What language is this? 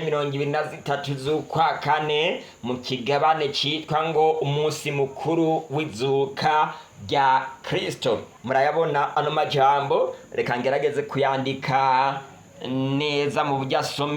Rundi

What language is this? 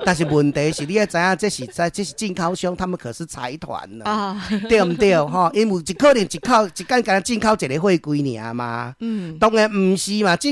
Min Nan Chinese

